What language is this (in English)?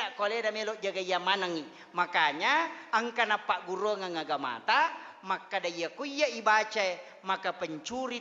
Buginese